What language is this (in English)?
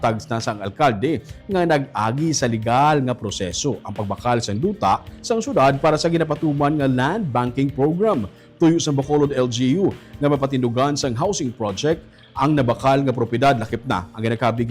Hiligaynon